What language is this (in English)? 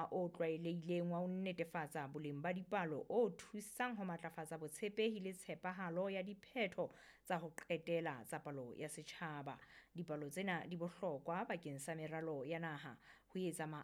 Southern Sotho